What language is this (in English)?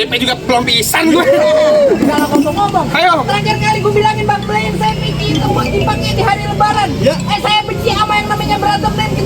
Betawi